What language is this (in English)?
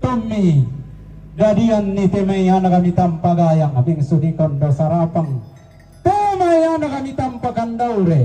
Toraja-Sa'dan